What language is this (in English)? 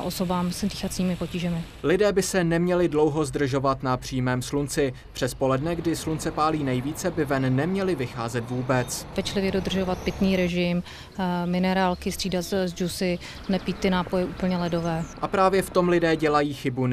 Czech